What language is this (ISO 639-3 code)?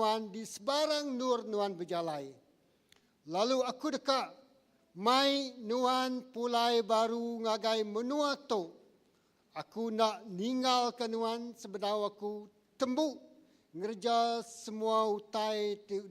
iba